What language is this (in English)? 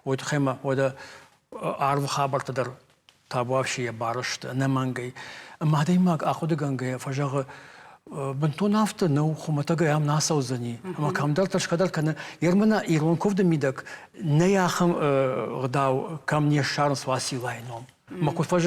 Ossetic